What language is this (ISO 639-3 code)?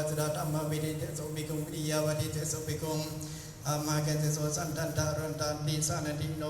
pli